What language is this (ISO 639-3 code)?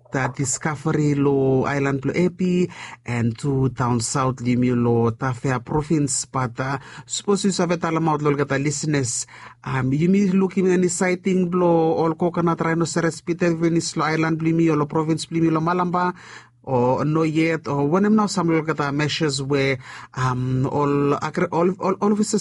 bis